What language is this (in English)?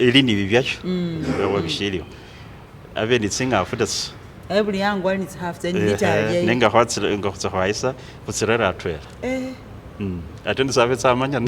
Masaaba